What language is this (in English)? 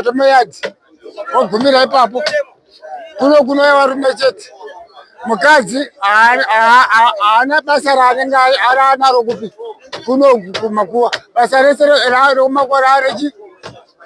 Shona